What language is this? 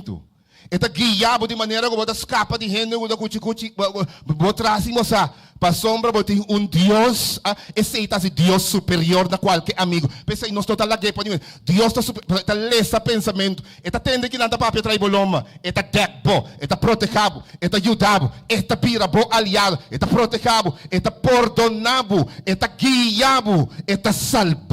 Papiamento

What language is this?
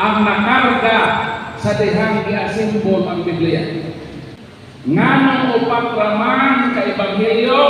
Cebuano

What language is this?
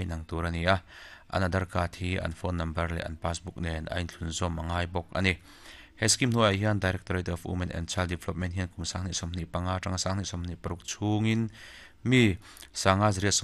Mizo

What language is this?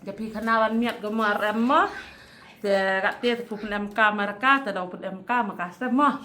Khasi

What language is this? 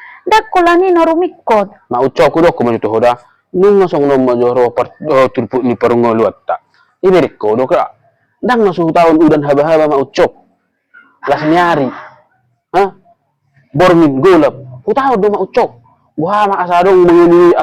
Batak Toba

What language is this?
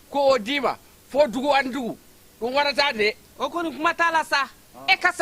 Bambara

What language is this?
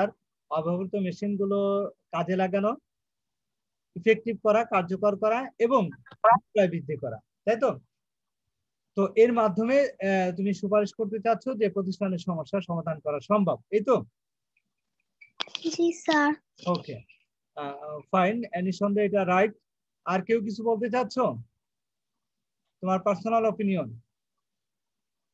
Bangla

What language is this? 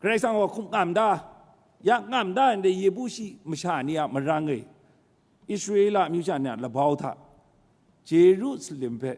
Kachin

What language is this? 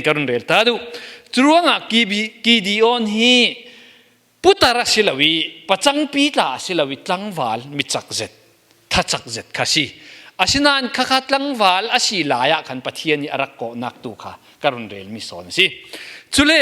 Falam Chin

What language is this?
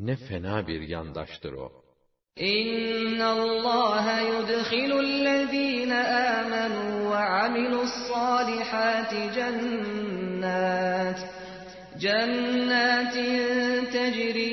Turkish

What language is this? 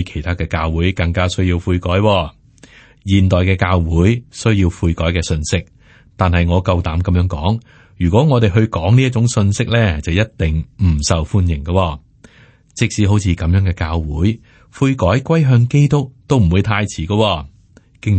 Cantonese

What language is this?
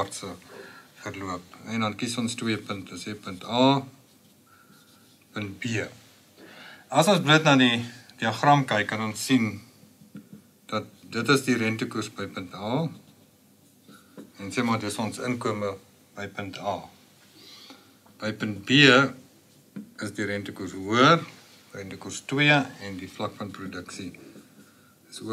Afrikaans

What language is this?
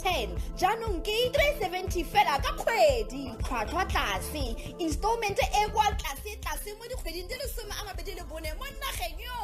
Tswana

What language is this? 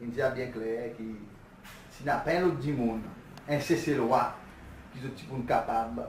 Seselwa Creole French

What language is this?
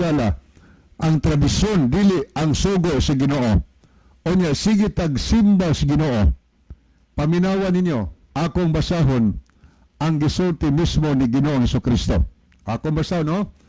Cebuano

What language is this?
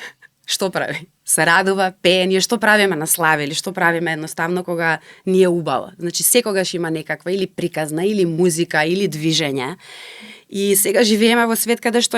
Macedonian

